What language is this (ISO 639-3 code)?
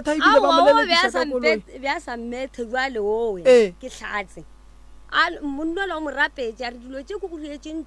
nso